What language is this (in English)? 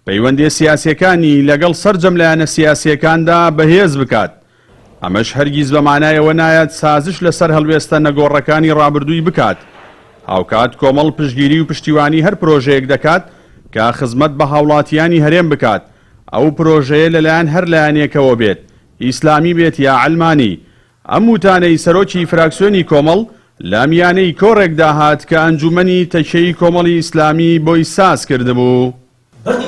Central Kurdish